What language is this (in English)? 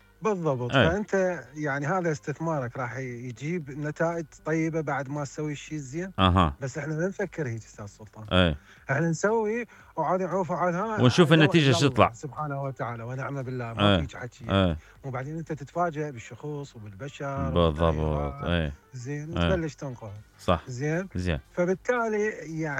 Mesopotamian Arabic